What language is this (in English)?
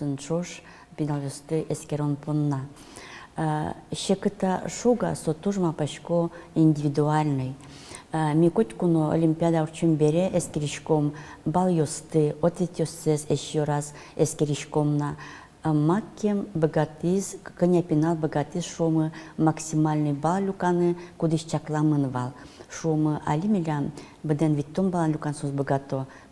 Udmurt